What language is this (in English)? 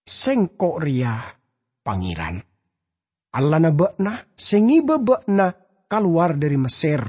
Madurese